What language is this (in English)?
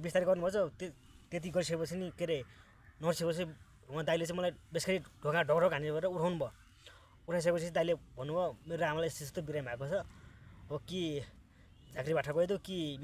Nepali